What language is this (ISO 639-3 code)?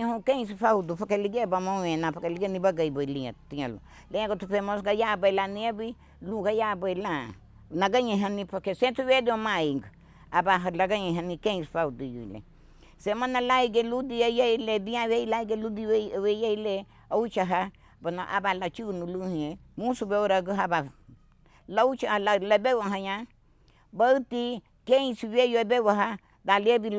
cab